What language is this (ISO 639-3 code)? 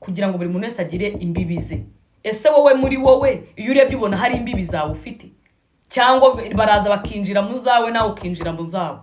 kin